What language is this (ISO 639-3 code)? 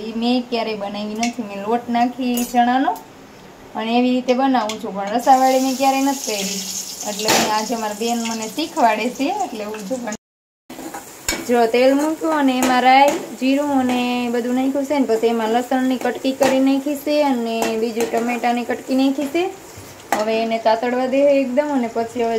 guj